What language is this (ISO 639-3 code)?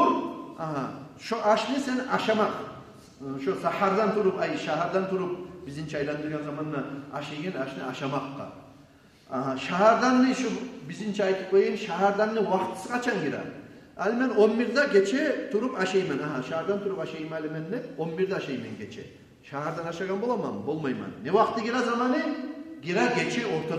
kum